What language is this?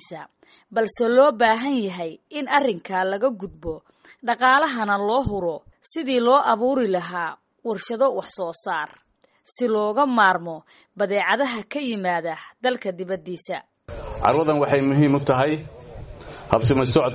Somali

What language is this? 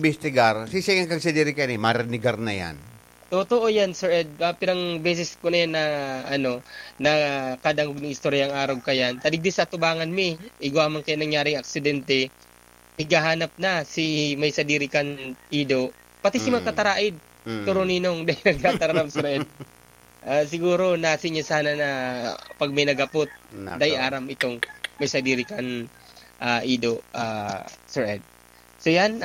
Bikol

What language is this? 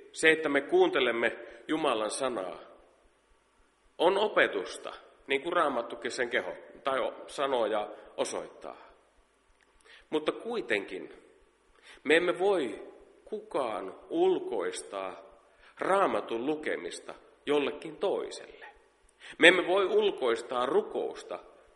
Finnish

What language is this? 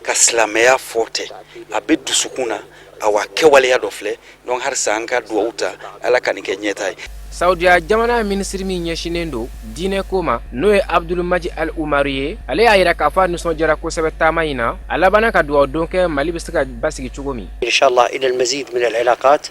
Bambara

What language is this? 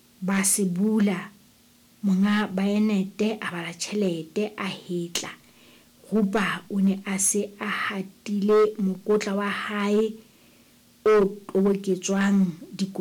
Southern Sotho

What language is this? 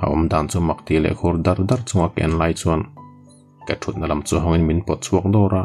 Mizo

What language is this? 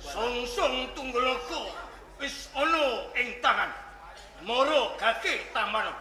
Javanese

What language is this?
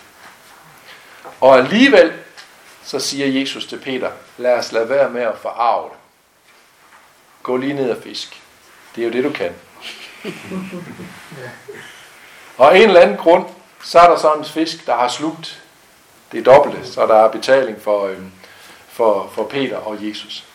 Danish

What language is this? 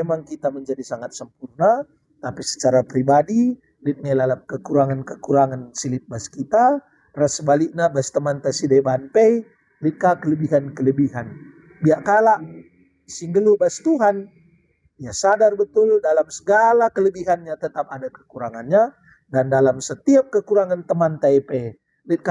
Batak Karo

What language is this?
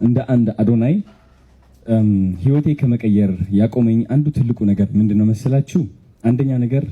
Amharic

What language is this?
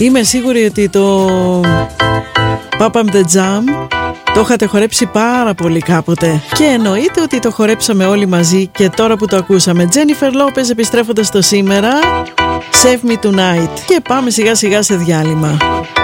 Greek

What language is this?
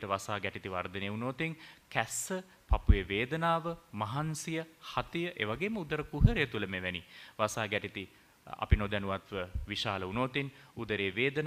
Sinhala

